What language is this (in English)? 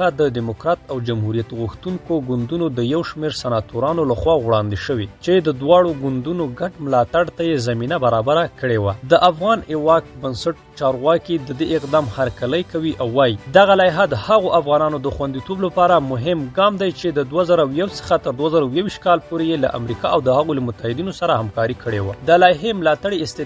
Pashto